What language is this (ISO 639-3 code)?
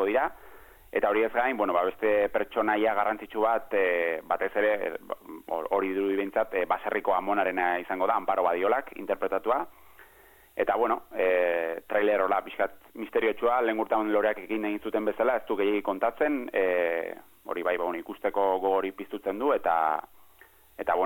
eus